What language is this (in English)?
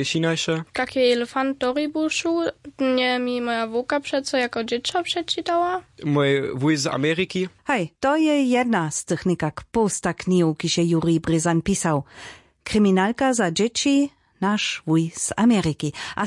Upper Sorbian